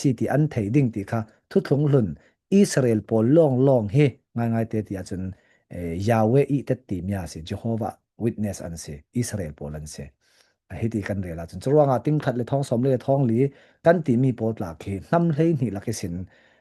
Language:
Falam Chin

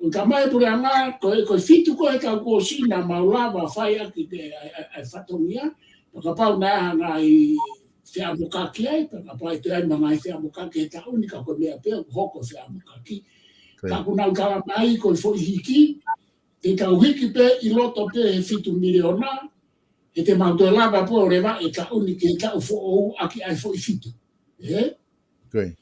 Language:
Tongan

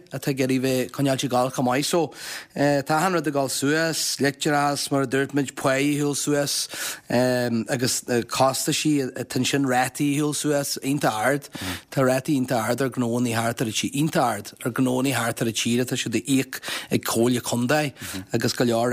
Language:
Irish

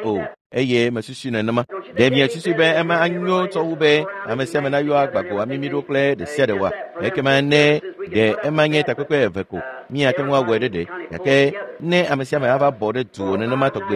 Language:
Ewe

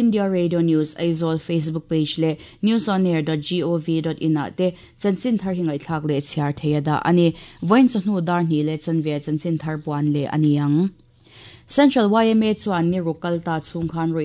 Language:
Mizo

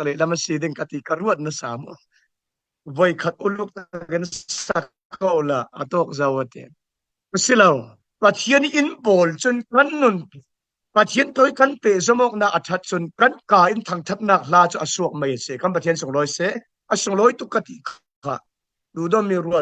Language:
Falam Chin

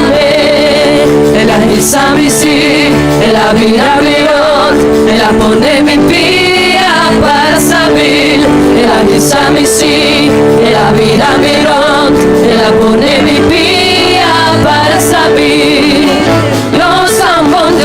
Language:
Papiamento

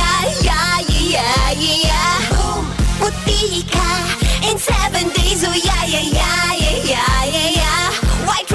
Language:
Bikol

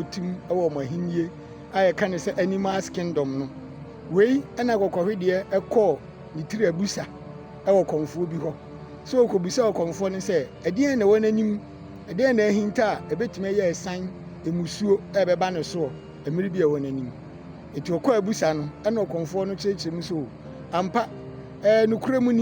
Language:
Akan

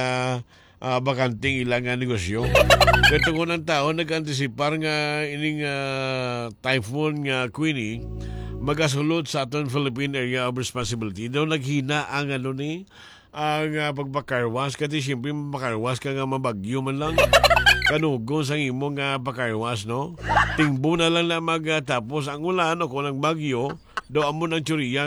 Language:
Hiligaynon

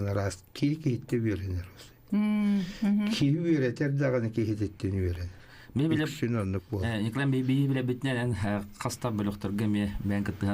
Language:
Yakut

